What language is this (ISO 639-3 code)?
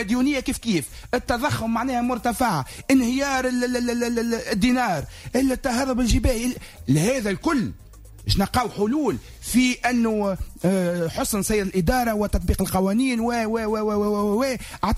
aeb